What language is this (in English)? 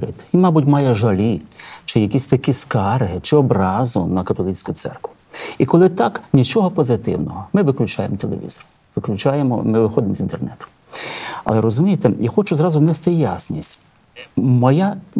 Ukrainian